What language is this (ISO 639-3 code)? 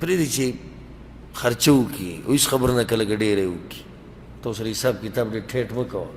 pus